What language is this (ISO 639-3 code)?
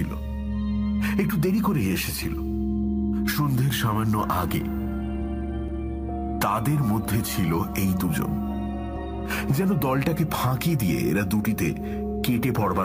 ben